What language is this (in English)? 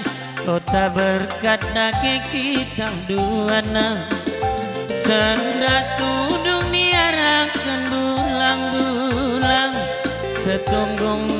Batak Karo